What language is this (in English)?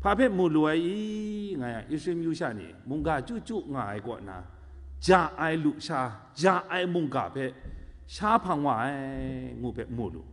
Kachin